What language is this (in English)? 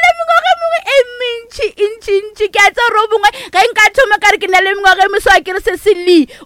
Northern Sotho